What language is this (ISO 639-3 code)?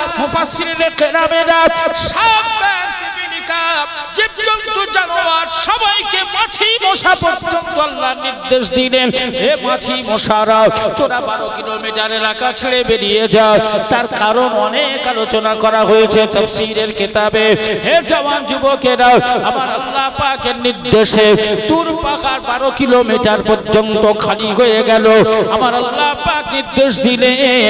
ben